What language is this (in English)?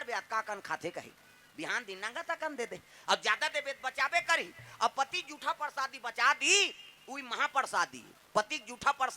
Chhattisgarhi